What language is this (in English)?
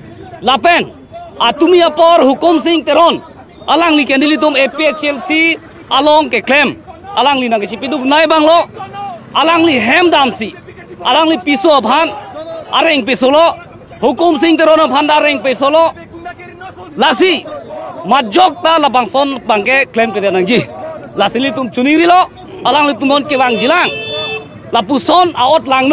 Karbi